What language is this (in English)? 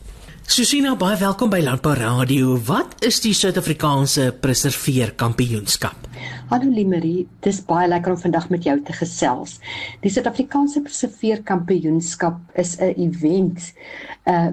Afrikaans